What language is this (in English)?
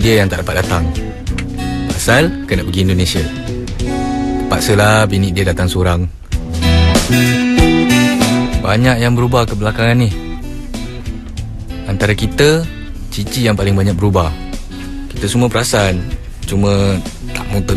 Malay